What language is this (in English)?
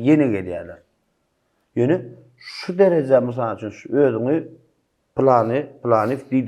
Turkmen